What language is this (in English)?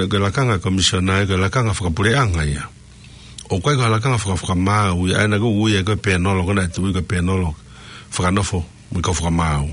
Tongan